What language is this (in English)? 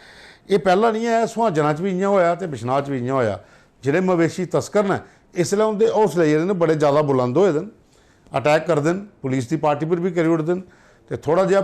Dogri